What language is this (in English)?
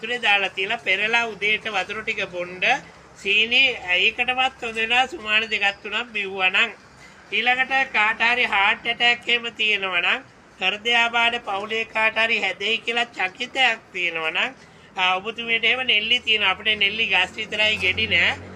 Sinhala